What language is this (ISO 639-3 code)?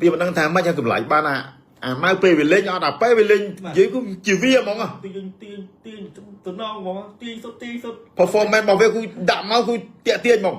khm